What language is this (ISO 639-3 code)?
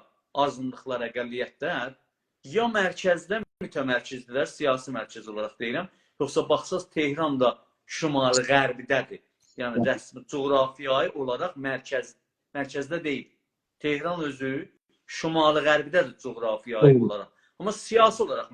azb